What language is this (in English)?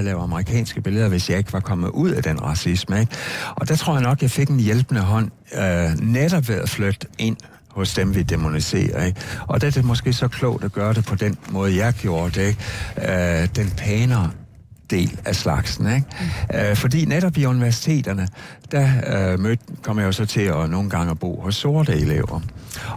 Danish